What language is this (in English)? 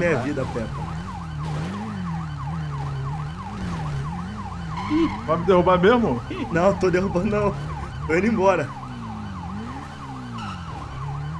Portuguese